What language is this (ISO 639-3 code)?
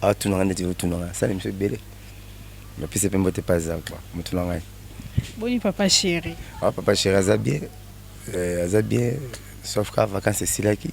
lin